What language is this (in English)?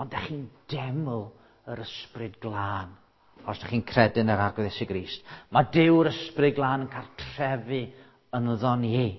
Welsh